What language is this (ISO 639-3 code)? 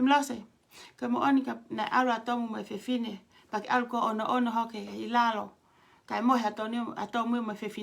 ton